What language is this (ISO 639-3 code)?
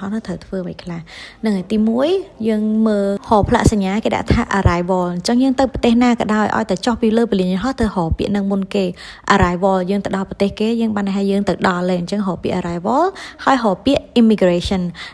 khm